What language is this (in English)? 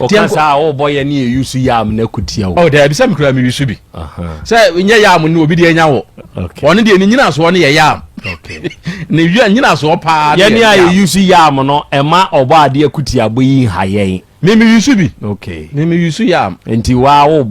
Akan